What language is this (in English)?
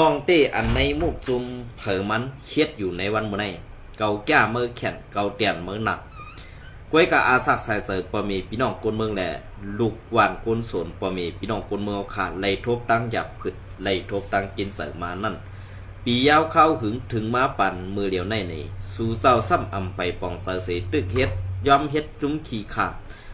Shan